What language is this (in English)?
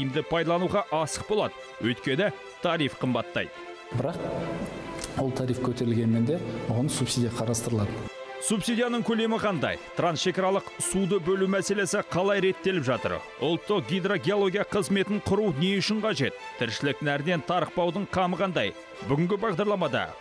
Kazakh